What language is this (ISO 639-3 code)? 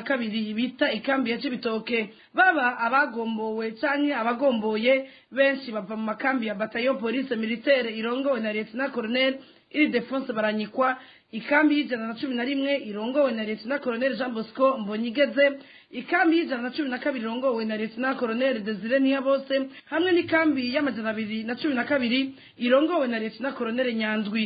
run